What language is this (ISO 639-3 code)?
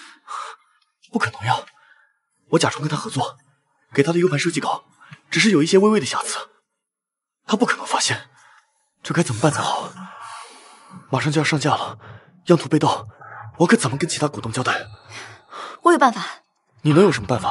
zho